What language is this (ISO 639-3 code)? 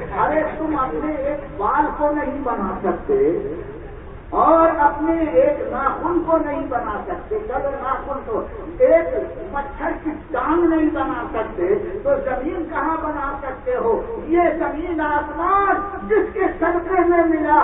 urd